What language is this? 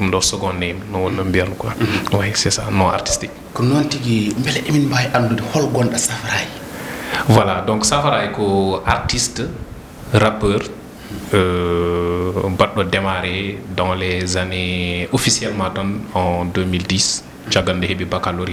Fula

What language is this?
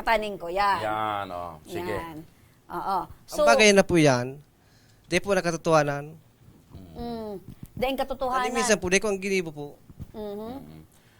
Bikol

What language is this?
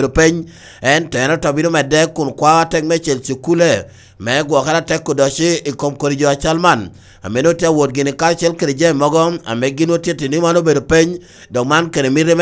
Lango (Uganda)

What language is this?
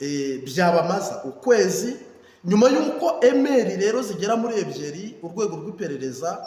Kinyarwanda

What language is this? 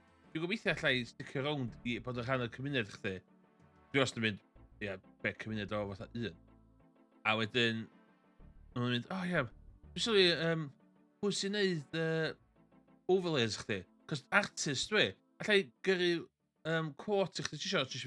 Welsh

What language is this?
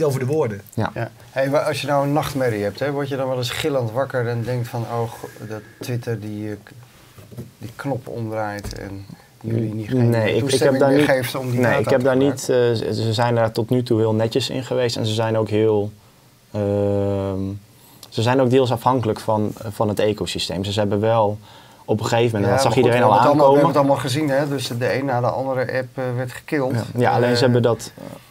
Dutch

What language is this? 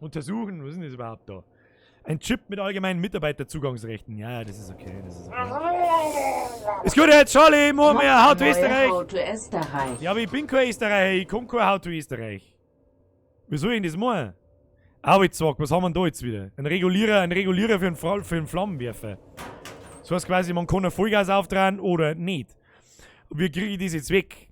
Bavarian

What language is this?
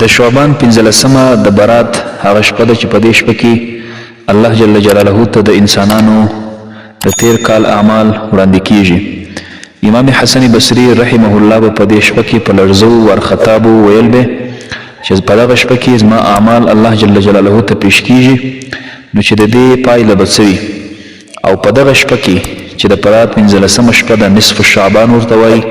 Pashto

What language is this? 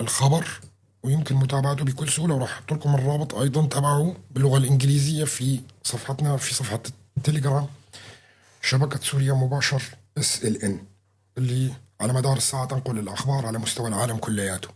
North Levantine Arabic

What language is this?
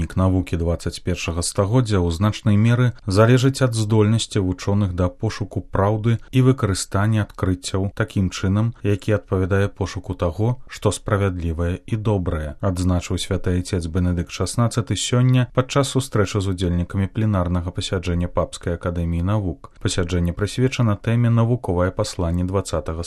Belarusian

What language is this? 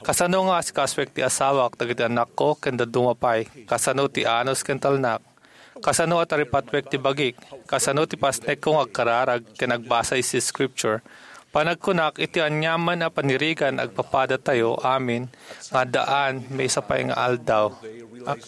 Iloko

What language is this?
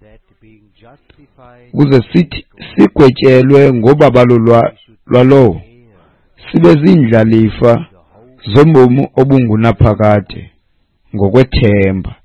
Xhosa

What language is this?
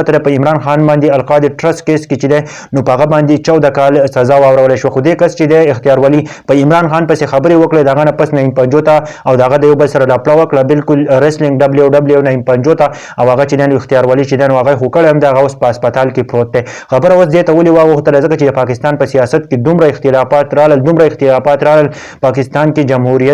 Pashto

